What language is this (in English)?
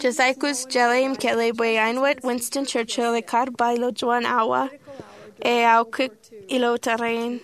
Marshallese